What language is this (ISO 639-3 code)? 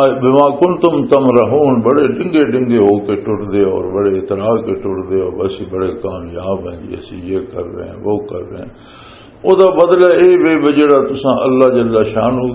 lah